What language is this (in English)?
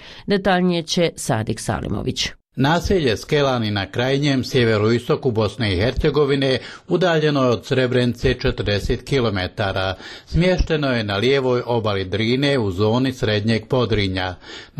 Bosnian